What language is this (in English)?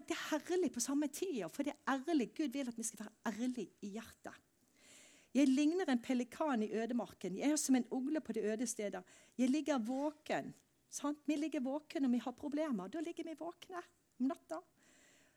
Norwegian